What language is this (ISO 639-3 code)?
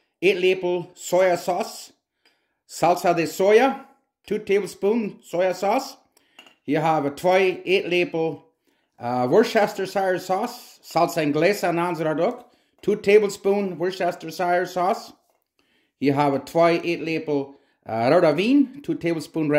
pdt